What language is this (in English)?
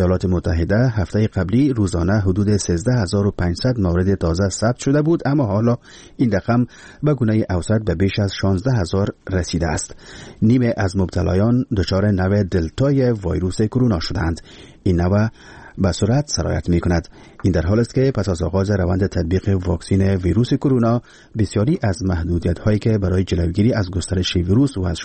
Persian